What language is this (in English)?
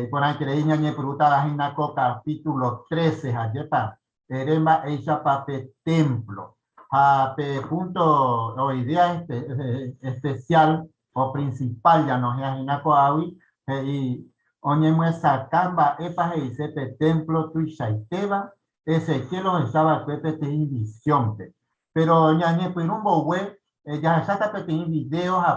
Guarani